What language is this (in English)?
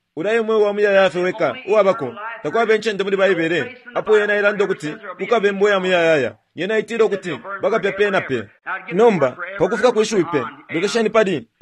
Bemba